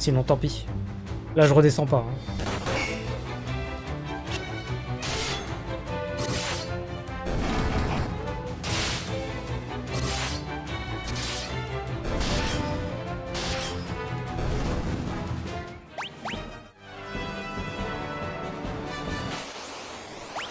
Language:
French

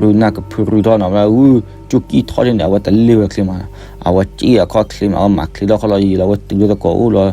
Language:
S'gaw Karen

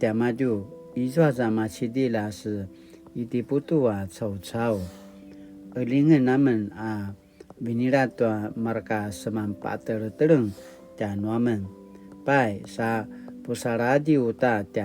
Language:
Paiwan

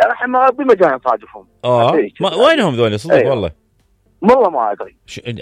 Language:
Mesopotamian Arabic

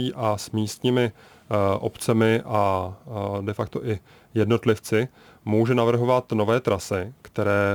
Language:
Czech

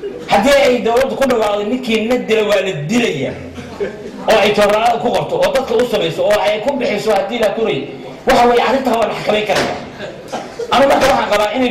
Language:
Somali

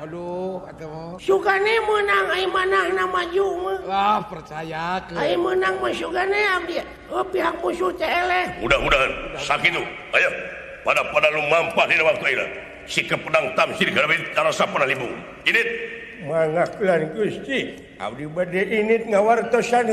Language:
Sundanese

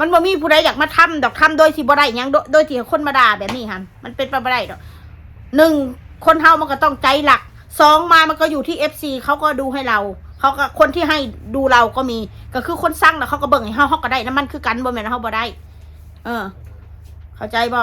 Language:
Northeastern Thai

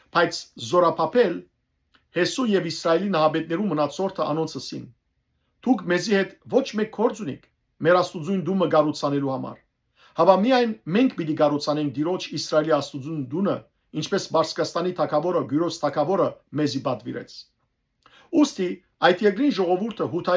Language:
Western Armenian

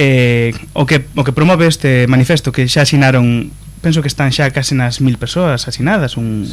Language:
Galician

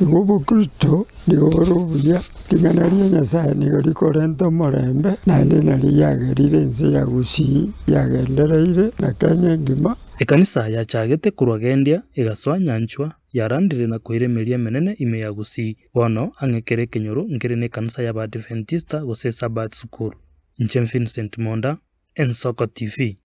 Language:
Gusii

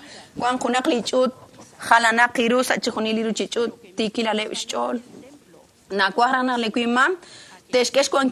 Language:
Kekchí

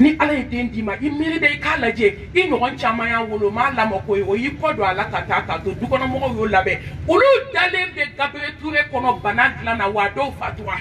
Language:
Bambara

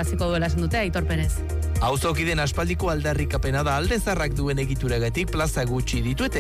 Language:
Basque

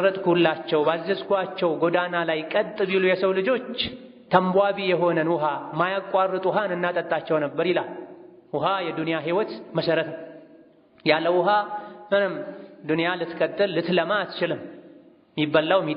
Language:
Amharic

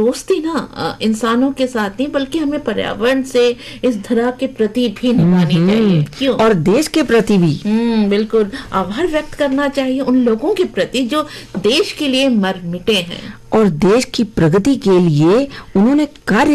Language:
Hindi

